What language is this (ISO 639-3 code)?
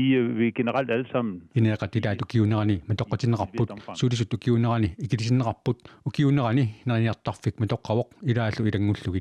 kal